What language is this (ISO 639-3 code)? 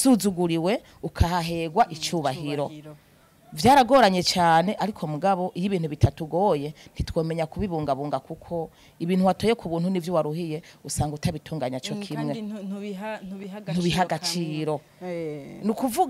run